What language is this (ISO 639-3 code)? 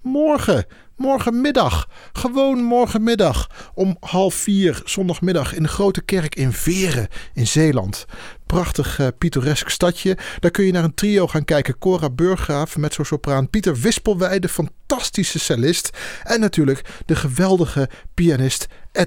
nld